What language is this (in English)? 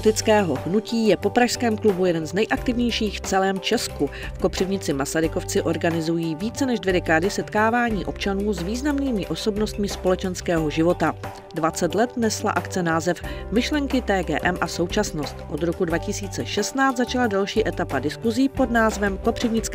Czech